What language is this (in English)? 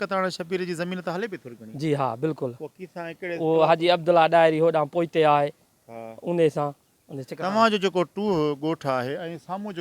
Sindhi